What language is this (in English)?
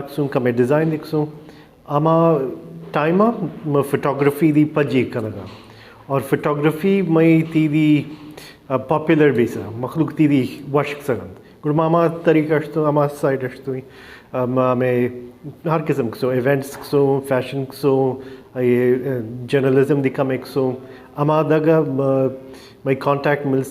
Baluchi